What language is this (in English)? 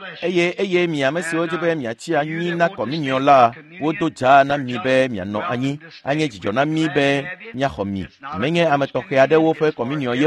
Ewe